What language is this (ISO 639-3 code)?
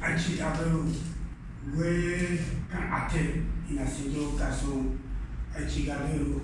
dje